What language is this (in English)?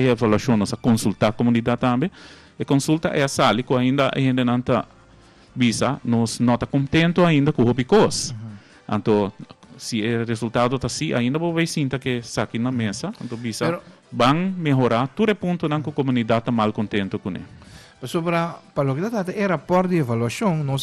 Papiamento